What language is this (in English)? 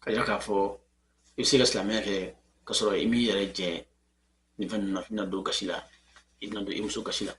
Bambara